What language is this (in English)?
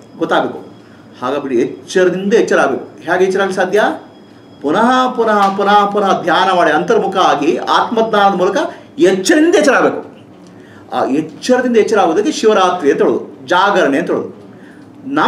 Kannada